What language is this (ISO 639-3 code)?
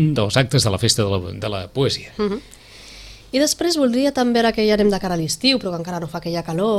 cat